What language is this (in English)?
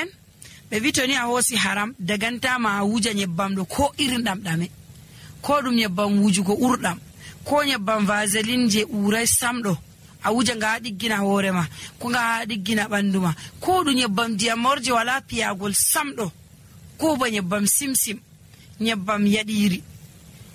Nigerian Fulfulde